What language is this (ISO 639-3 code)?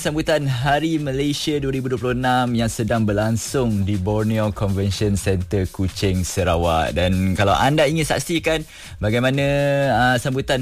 msa